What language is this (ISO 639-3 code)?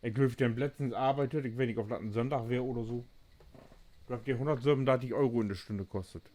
nds